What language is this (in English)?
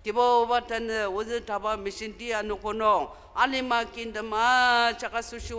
Ao Naga